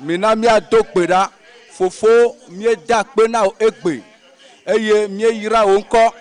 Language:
Ewe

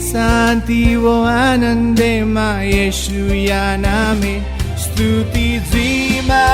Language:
Newari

